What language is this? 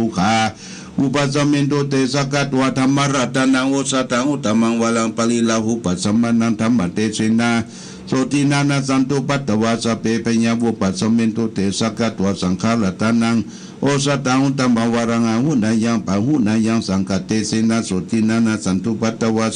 Pali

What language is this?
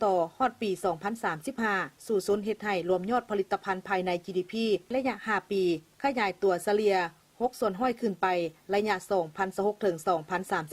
Lao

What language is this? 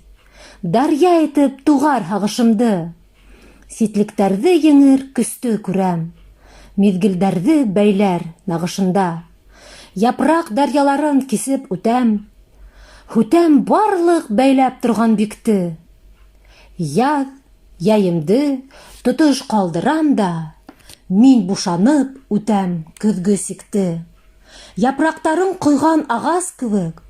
Bashkir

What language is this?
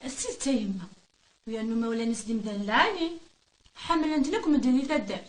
Kabyle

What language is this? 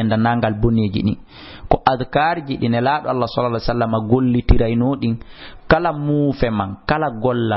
Fula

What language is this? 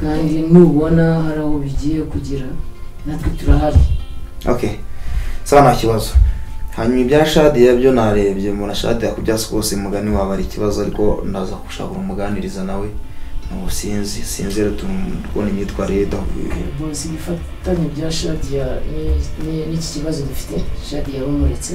Kinyarwanda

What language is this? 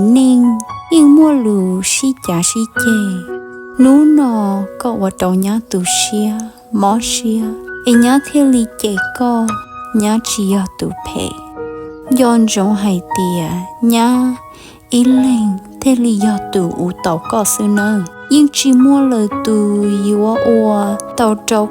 Hmong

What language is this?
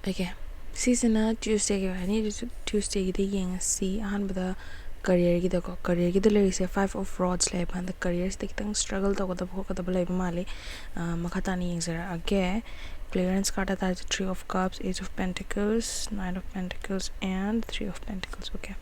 Manipuri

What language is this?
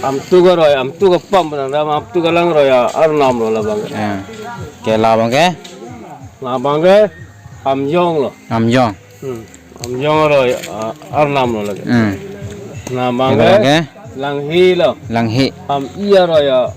Karbi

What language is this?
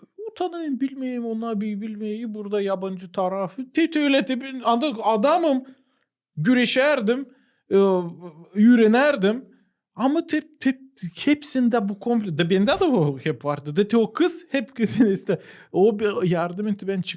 Gagauz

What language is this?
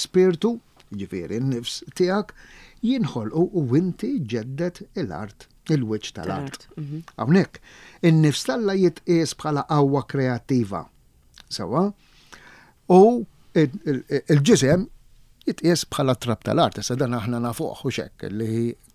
Maltese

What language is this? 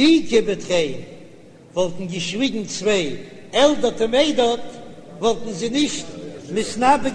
Yiddish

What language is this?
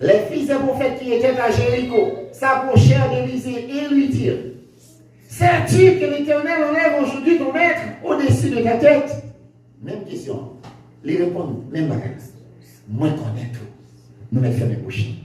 Haitian Creole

